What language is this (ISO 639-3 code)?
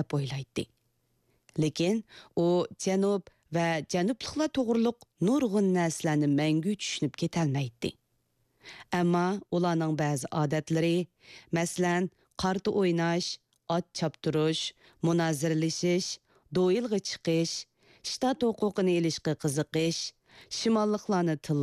uig